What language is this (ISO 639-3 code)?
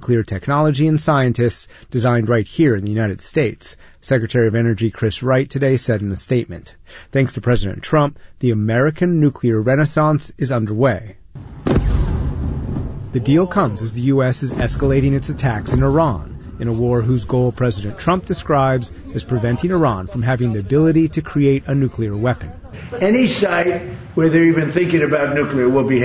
eng